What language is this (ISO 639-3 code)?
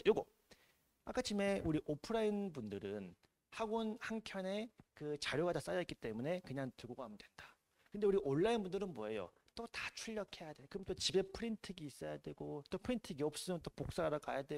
kor